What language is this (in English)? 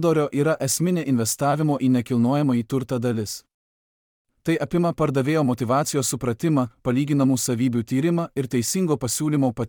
Lithuanian